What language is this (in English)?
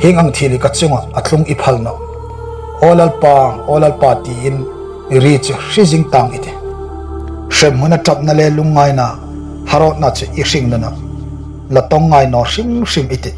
Hmar